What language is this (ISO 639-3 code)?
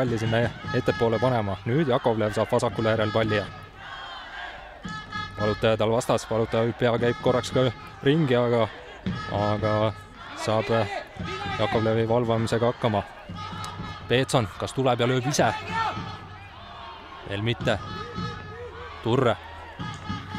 est